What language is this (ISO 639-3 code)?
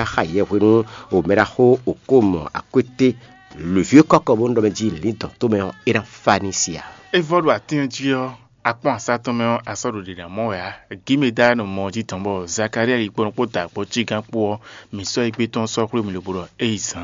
fon